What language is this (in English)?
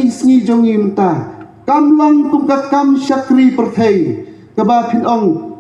Khasi